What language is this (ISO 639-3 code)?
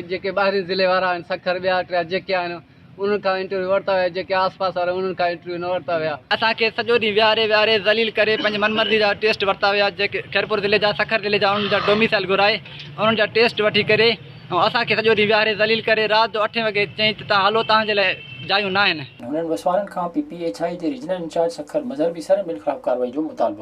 snd